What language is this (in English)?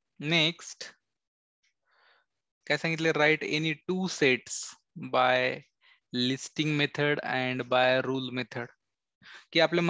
Marathi